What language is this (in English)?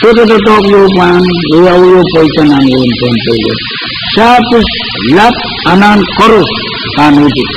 Pohnpeian